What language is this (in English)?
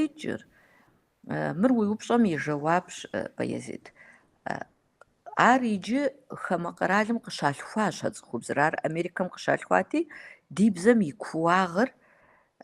Kabardian